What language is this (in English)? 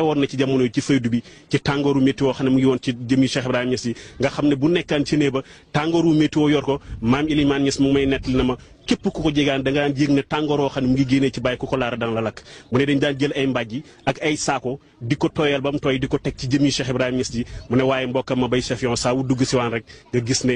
Wolof